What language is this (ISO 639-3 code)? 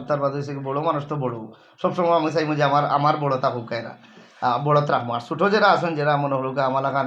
syl